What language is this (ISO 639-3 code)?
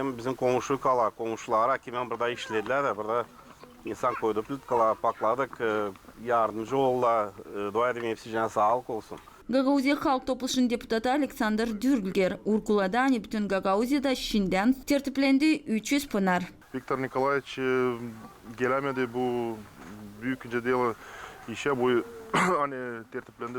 gag